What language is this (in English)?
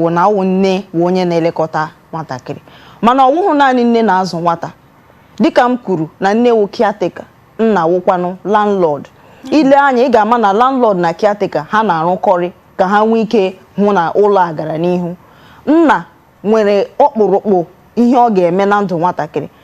Igbo